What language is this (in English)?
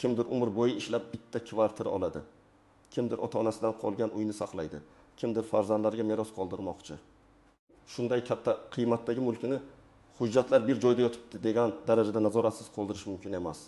Uzbek